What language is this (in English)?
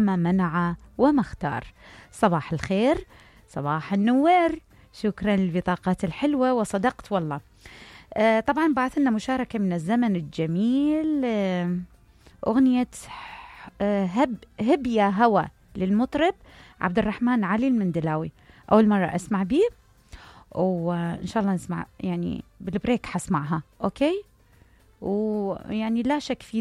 Mesopotamian Arabic